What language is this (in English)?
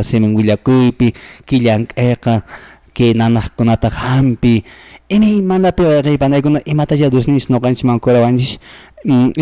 Quechua